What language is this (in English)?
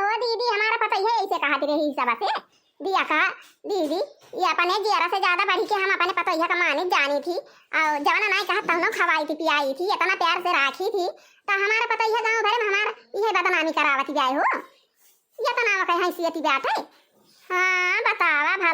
Awadhi